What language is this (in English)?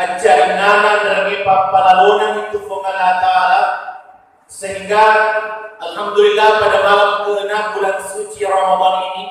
Buginese